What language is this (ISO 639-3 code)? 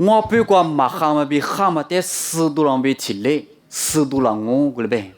lis